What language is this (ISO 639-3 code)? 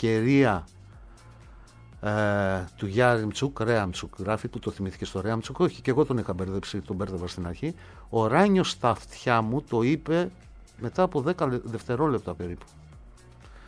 ell